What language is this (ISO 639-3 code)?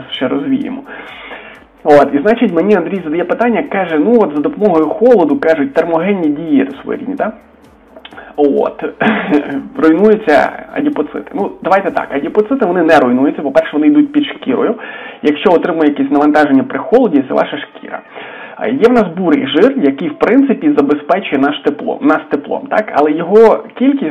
ukr